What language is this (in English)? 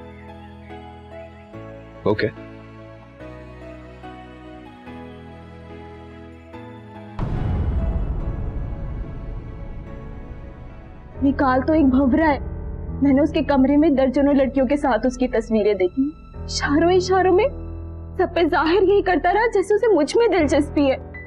Hindi